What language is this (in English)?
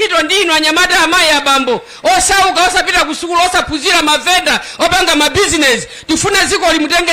Nyanja